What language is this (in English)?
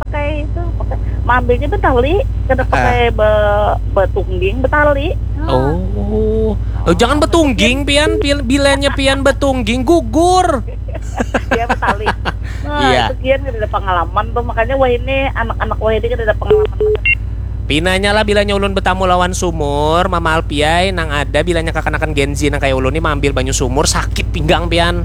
Banjar